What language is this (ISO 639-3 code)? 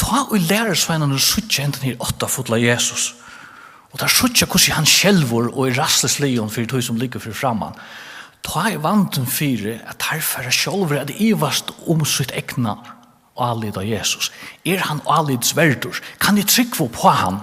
fao